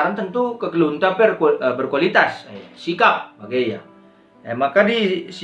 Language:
Batak Karo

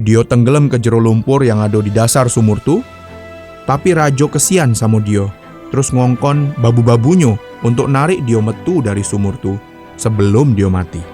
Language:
Musi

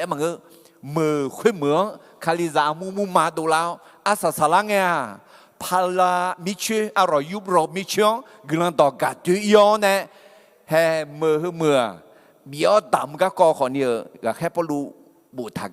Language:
Akha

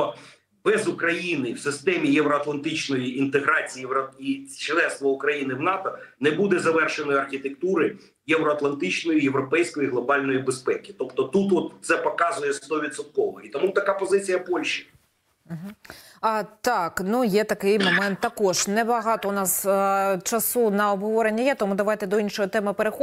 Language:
Ukrainian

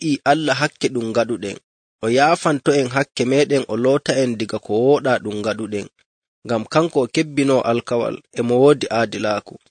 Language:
Nigerian Fulfulde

